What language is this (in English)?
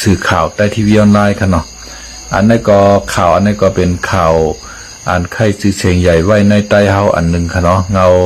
Shan